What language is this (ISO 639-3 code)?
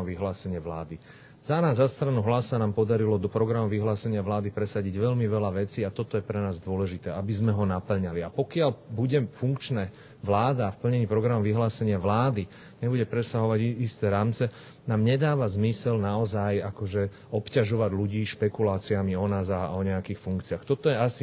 slk